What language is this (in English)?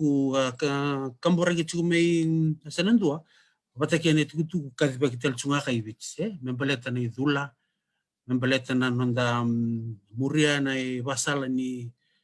Fijian